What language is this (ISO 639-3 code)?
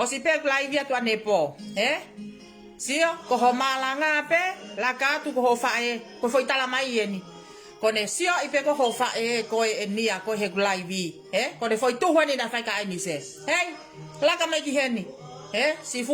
ton